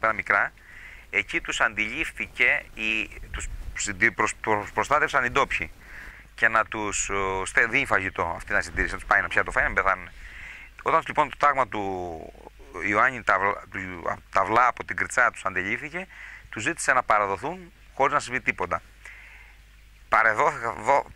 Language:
Greek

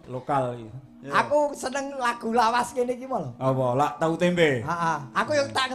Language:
Javanese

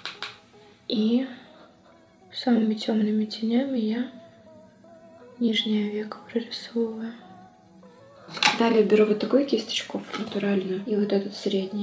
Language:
Russian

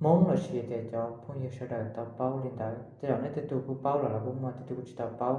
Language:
Hmong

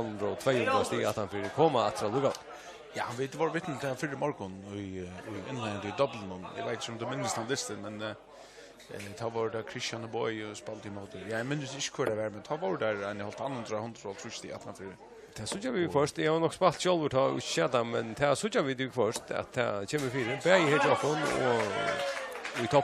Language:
Faroese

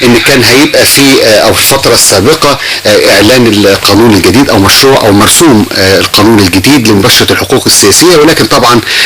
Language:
Egyptian Arabic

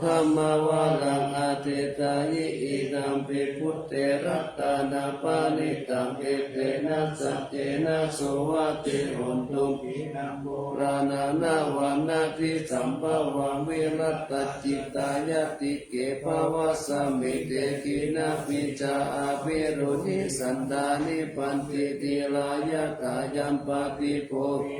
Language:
Pali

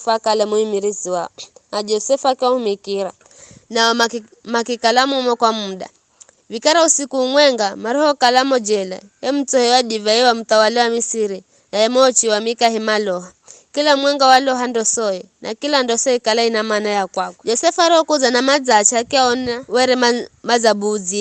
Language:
Giryama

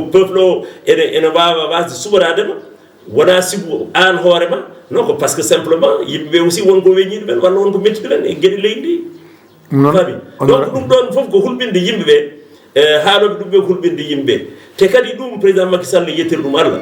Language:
Fula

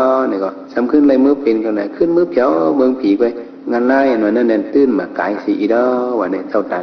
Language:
Shan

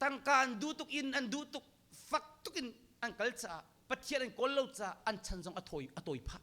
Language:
Hakha Chin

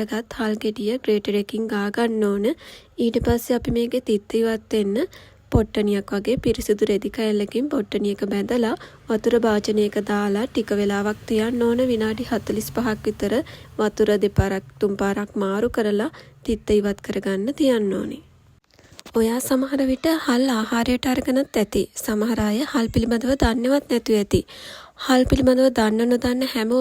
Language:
Sinhala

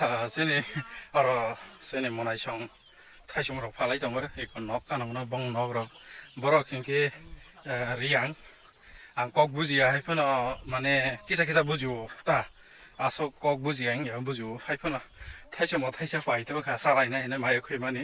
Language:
Kok Borok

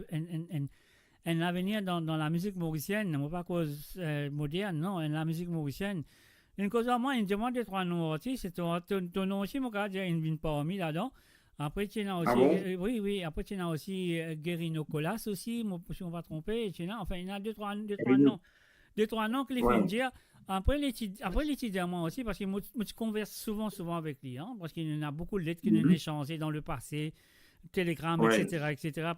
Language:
Morisyen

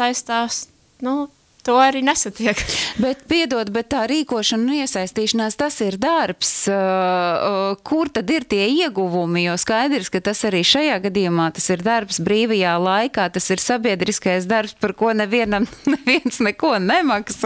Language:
Latvian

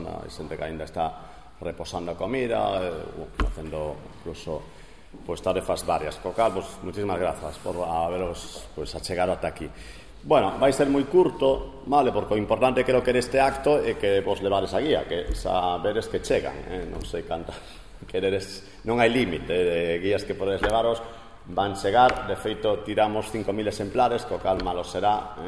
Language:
Galician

